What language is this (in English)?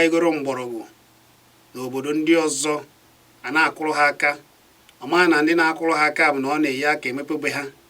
Igbo